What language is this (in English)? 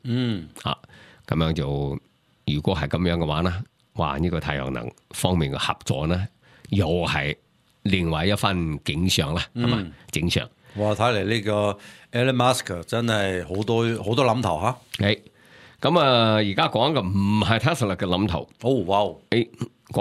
Cantonese